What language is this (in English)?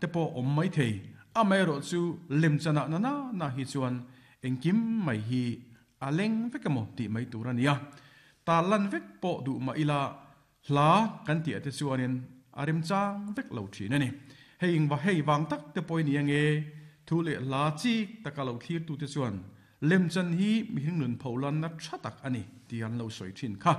Mizo